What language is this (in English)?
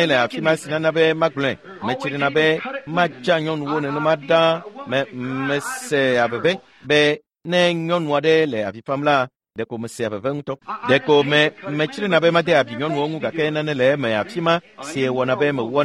Ewe